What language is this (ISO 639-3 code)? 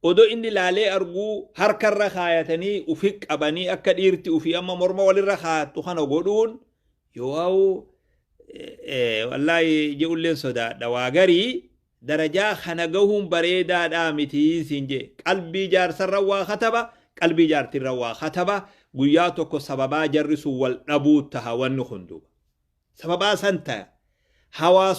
orm